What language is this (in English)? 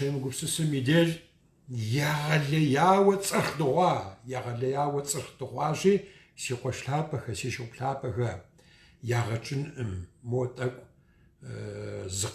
Kabardian